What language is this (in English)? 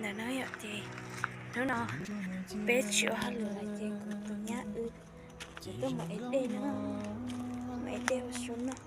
Hmong